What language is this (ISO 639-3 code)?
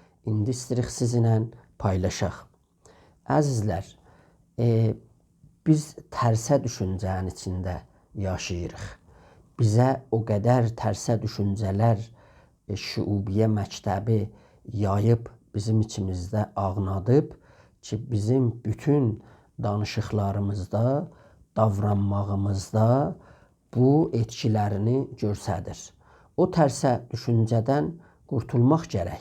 azb